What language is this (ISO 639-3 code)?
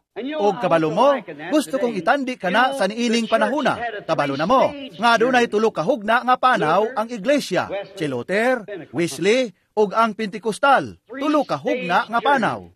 ceb